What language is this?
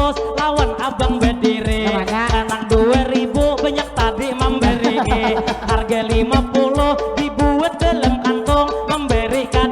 Banjar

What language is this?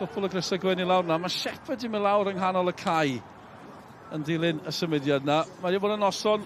Welsh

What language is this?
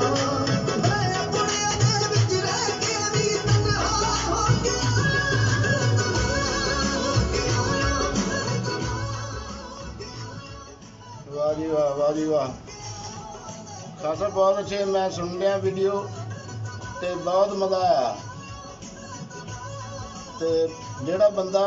Punjabi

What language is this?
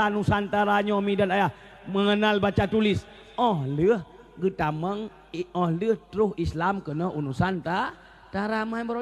Achinese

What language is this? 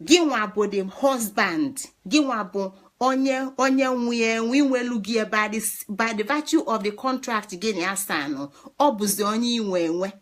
Igbo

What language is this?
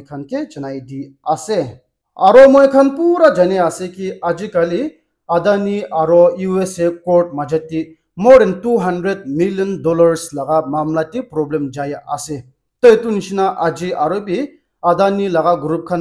Naga Pidgin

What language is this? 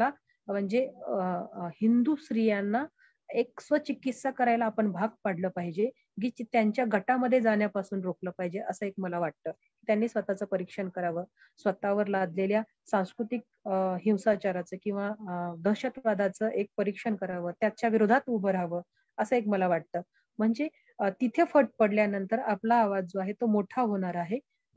Marathi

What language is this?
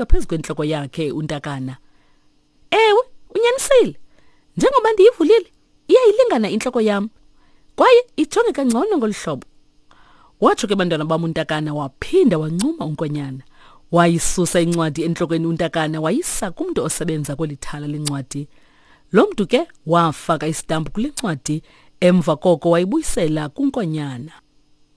Xhosa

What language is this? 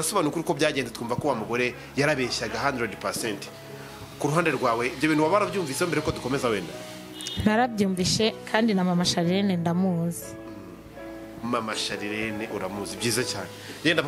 Kinyarwanda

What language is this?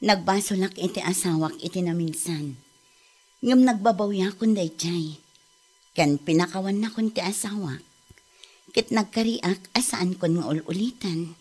Iloko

